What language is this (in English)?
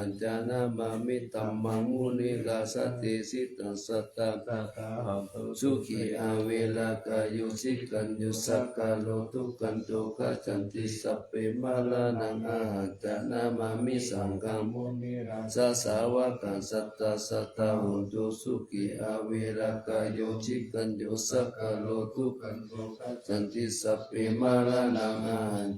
Pali